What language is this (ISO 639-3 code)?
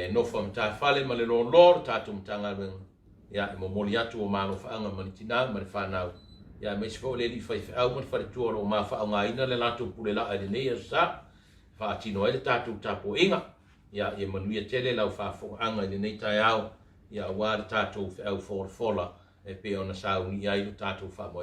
smo